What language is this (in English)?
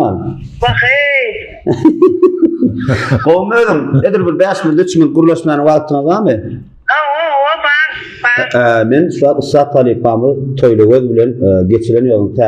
Turkmen